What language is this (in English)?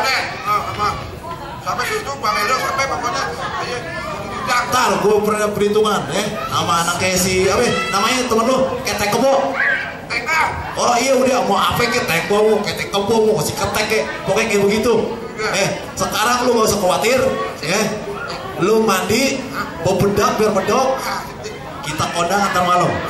Betawi